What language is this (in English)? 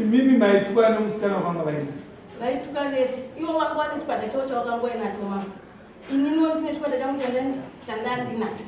Shona